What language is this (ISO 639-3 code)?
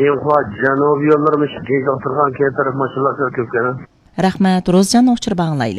uig